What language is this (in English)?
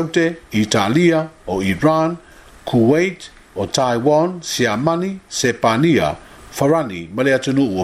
Samoan